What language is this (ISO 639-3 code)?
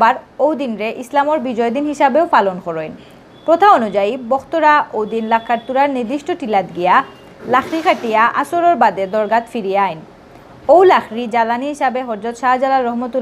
syl